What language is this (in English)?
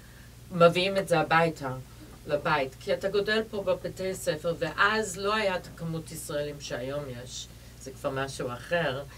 Hebrew